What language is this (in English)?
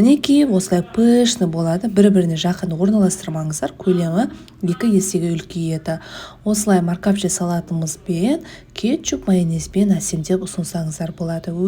Kazakh